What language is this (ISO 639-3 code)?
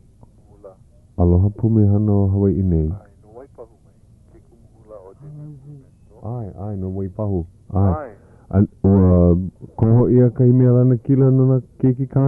haw